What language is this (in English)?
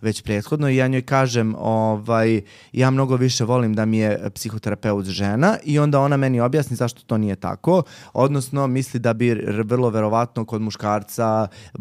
Serbian